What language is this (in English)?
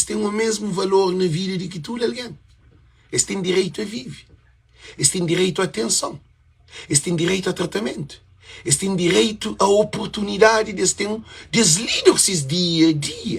Kabuverdianu